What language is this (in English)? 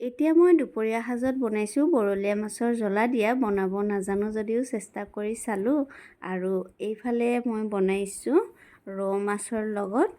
Assamese